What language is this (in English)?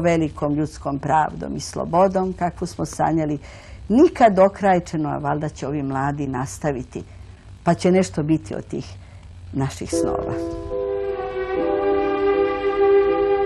Serbian